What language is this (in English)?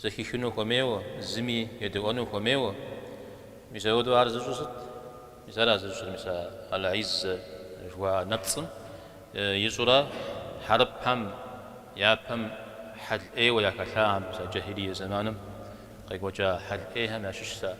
Kabardian